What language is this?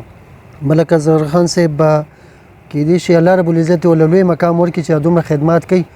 Pashto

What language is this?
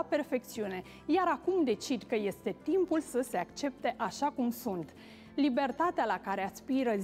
Romanian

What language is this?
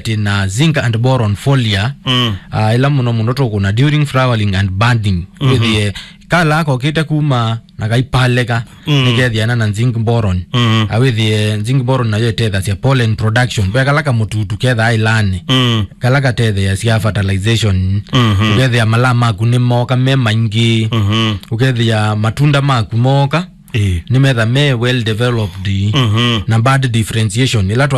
Kamba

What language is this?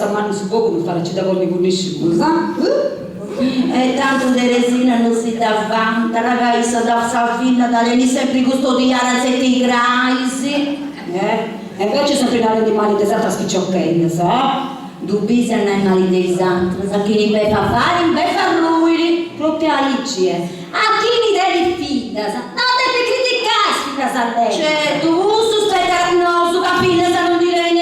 Sardinian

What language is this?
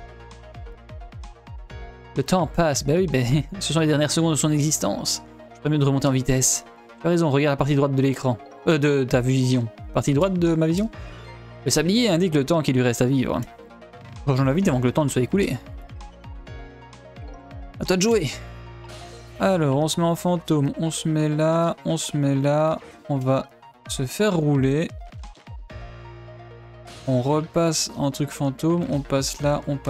French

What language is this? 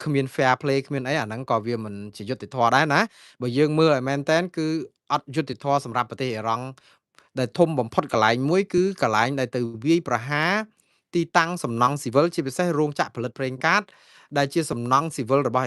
Khmer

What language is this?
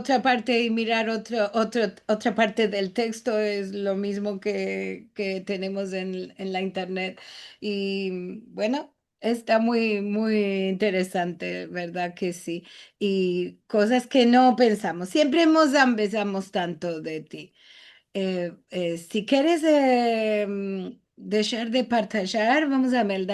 Ladino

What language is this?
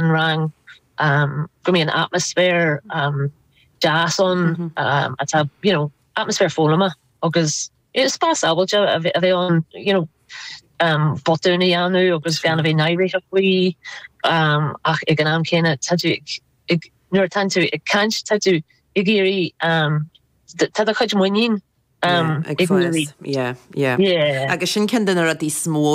Irish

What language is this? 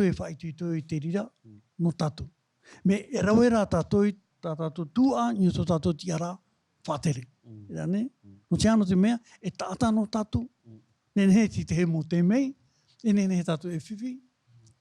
Tahitian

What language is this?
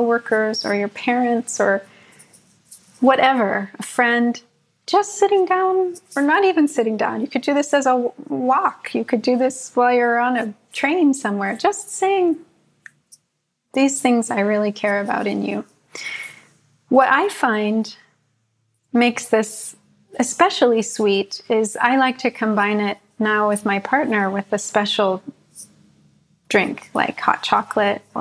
English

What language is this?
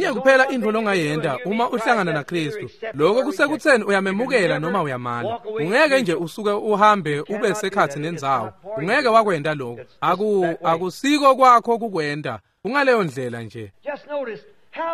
Swati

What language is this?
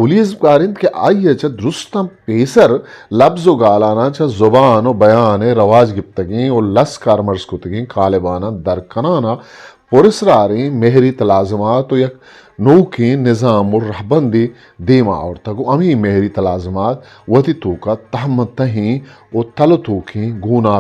Eastern Balochi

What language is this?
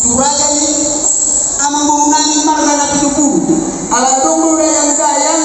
Batak Toba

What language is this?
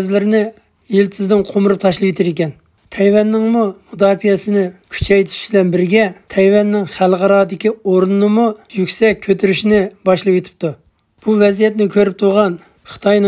Uyghur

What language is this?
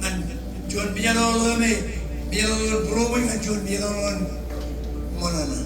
Marshallese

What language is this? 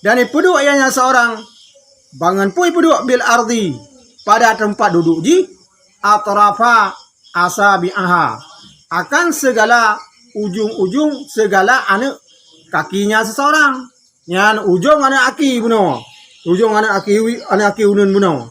Achinese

